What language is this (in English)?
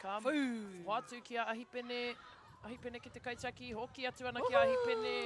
Māori